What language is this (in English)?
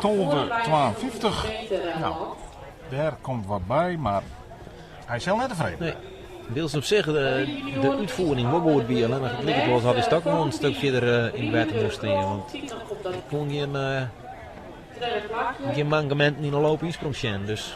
Western Frisian